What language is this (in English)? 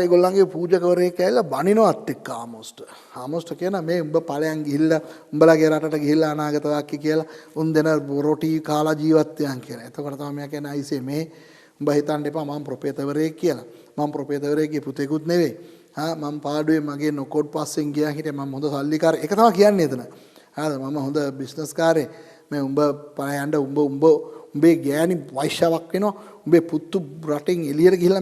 Sinhala